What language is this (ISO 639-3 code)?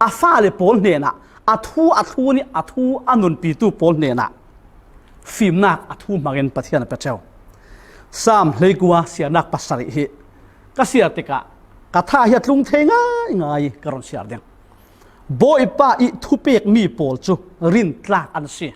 cfm